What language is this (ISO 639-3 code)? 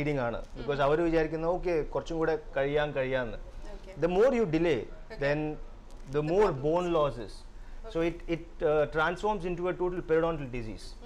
mal